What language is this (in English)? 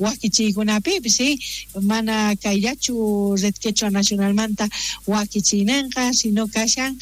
South Bolivian Quechua